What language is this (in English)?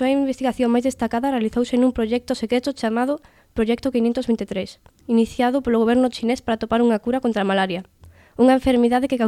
Galician